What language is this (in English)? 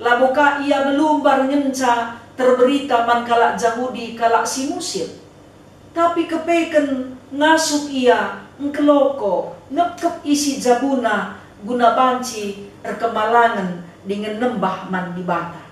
Batak Karo